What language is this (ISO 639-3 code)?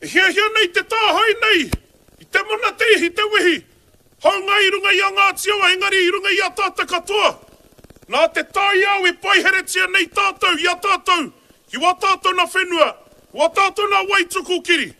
mri